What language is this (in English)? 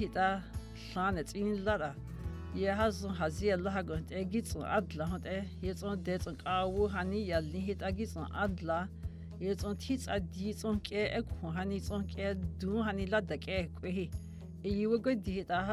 Dogrib